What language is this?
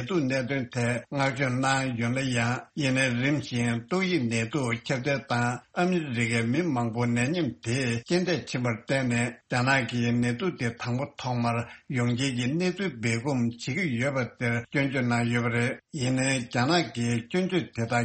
Tibetan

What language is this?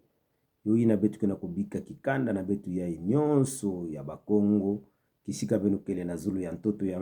Kituba (Democratic Republic of Congo)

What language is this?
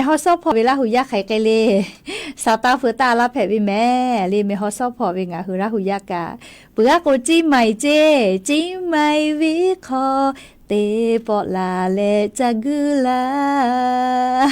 Lahu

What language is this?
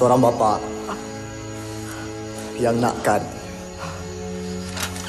Malay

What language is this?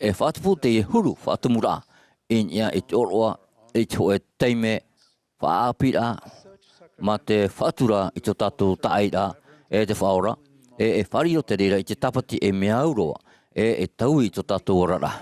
Tahitian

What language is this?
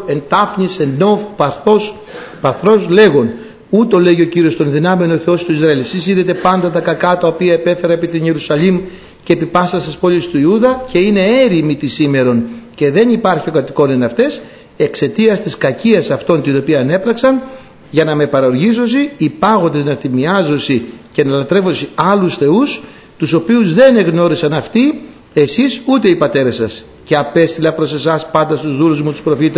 Greek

